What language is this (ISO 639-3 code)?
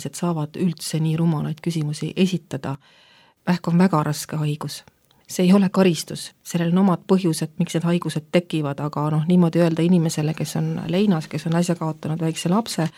est